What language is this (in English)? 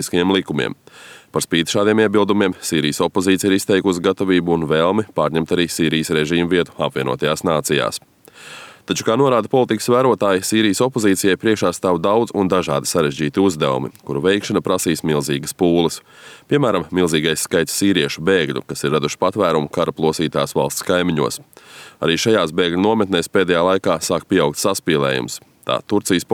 Latvian